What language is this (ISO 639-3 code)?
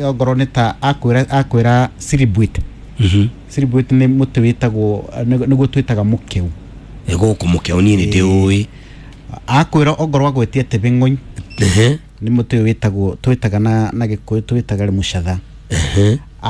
kik